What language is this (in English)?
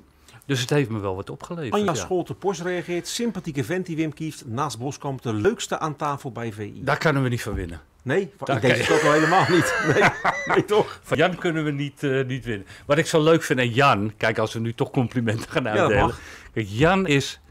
Dutch